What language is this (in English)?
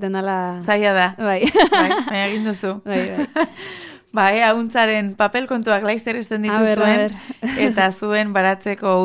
Basque